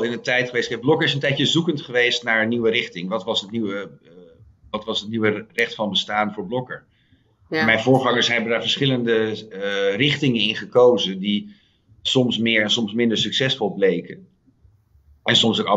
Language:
Dutch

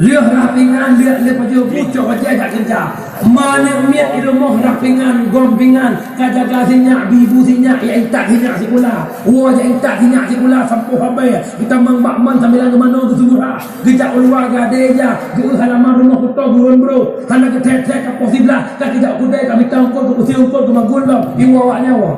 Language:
Achinese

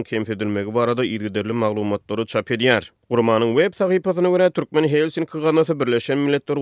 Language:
Turkmen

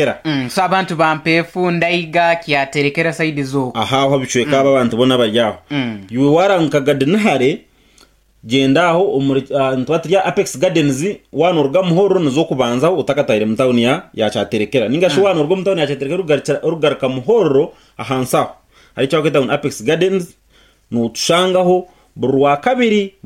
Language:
Nyankole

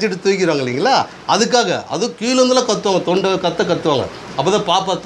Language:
Tamil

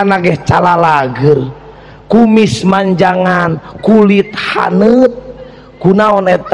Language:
Sundanese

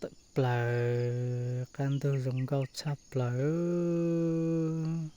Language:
Hmong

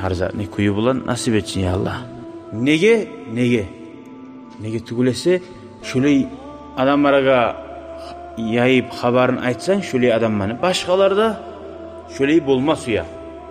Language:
Kumyk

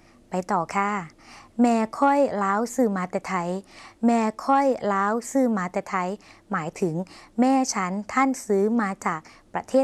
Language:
Thai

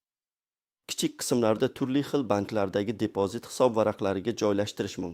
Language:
Uzbek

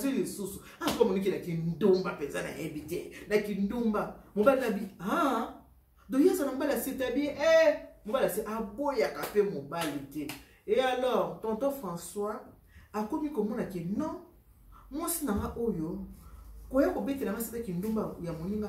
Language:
Lingala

